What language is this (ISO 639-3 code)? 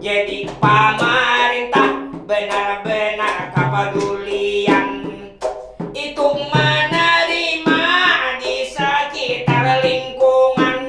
bjn